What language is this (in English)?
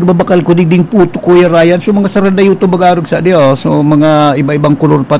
Bikol